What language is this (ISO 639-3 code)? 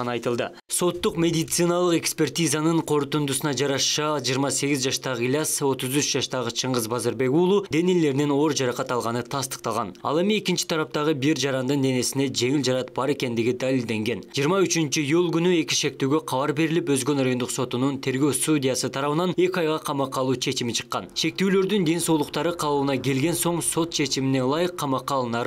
kir